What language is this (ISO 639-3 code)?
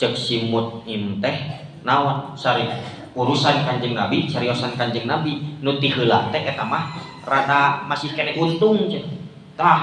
sun